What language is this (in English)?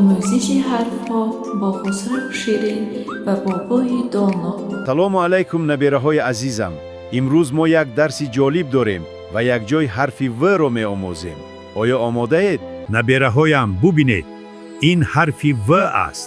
Tajik